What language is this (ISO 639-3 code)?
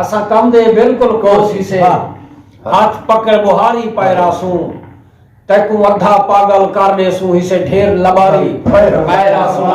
skr